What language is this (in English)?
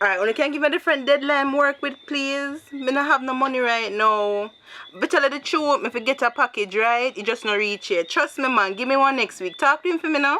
Jamaican Creole English